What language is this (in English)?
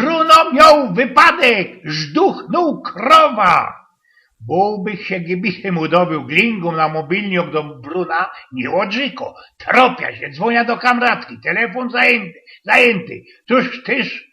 Silesian